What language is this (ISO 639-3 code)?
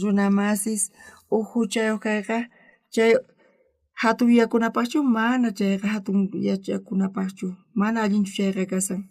quh